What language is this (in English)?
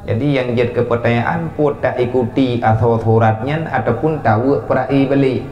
Achinese